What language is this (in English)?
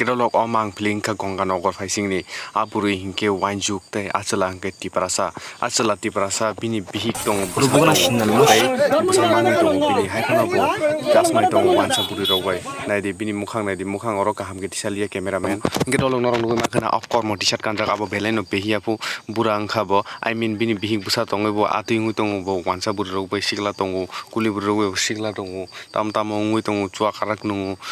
Kok Borok